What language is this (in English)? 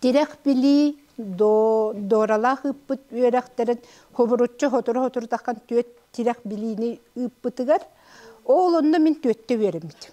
Yakut